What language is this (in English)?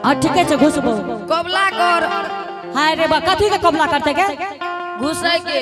Angika